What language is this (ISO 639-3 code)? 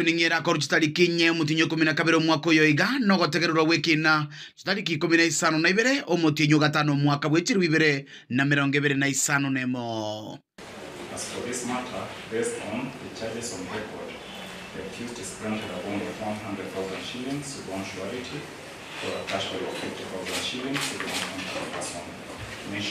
guz